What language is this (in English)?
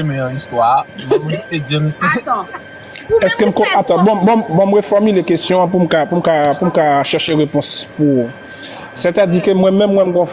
Haitian Creole